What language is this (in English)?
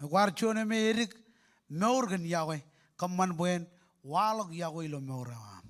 Marshallese